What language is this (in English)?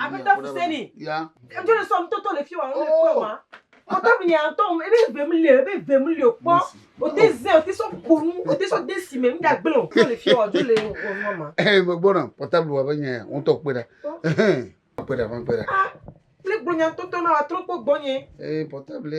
Ewe